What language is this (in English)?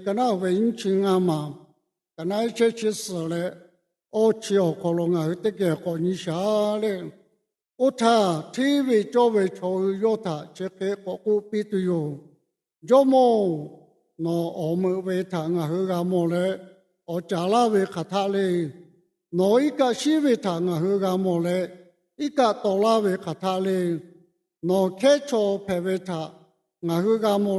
Lahu